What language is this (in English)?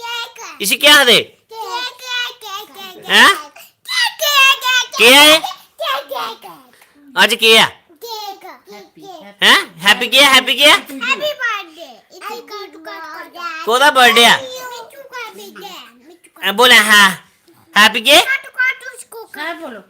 Dogri